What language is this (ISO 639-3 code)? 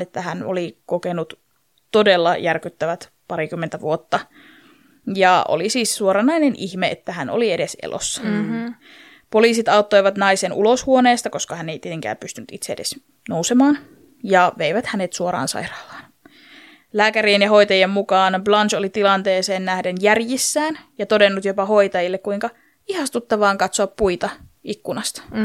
fin